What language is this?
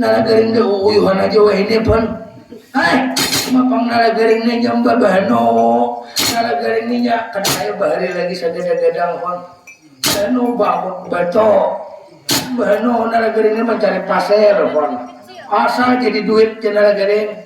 Banjar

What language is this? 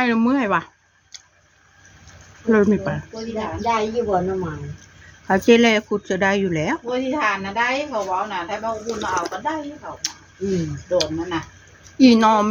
Northeastern Thai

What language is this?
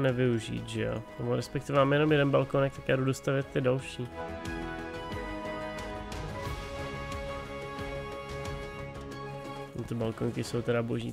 Czech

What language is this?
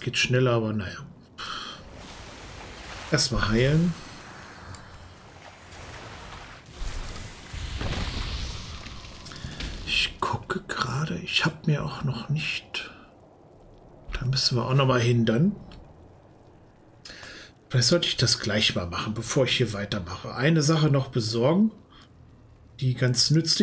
German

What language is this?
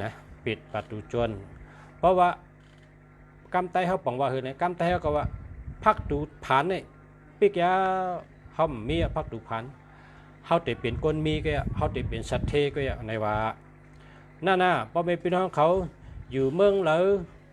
Shan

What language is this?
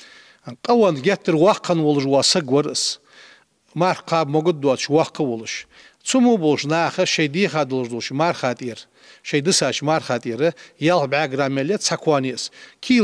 Ingush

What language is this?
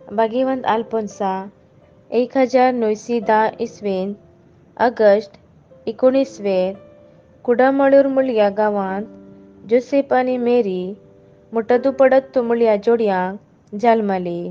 Konkani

